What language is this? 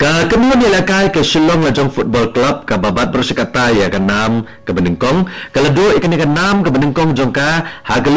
Khasi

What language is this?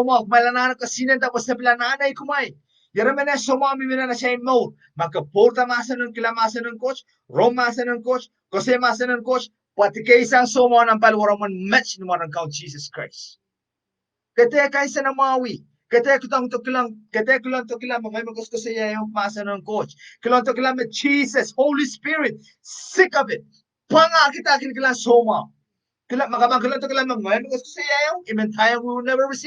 Pohnpeian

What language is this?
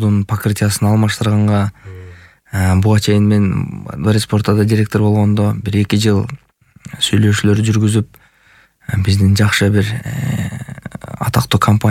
Kyrgyz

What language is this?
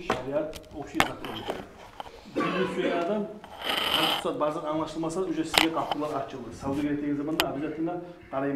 Kumyk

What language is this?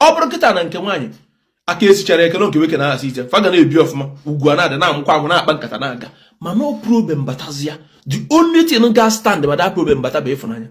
Igbo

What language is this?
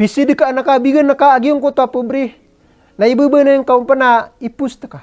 Maranao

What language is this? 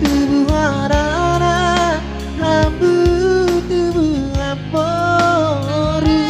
Batak Toba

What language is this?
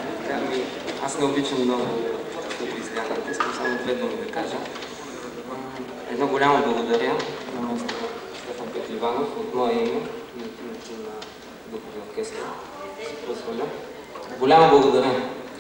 Bulgarian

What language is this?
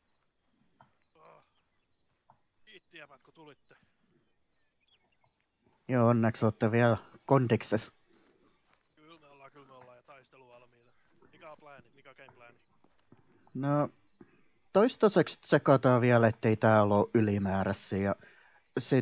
Finnish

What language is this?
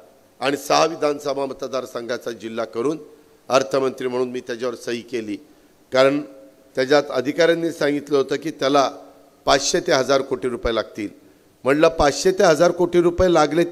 Marathi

